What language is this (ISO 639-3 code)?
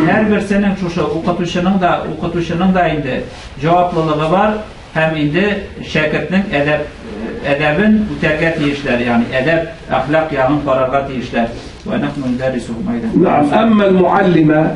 tat